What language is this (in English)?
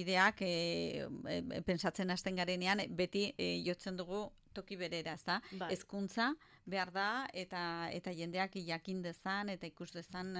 Basque